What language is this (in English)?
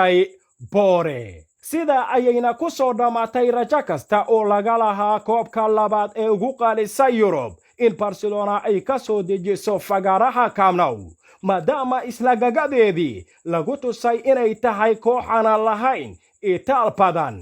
Somali